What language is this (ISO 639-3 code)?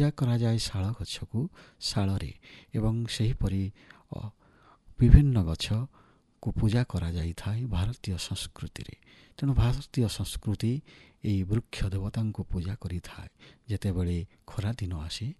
ori